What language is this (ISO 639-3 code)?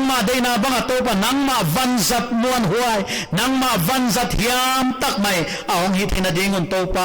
pck